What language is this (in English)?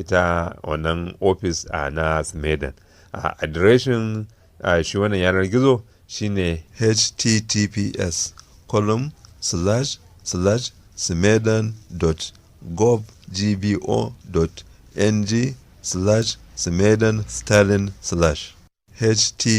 Hausa